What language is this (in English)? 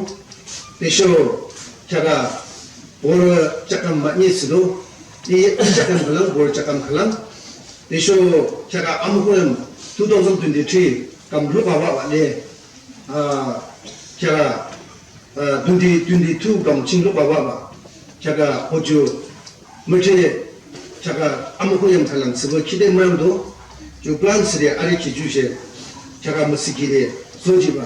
Yimchungru Naga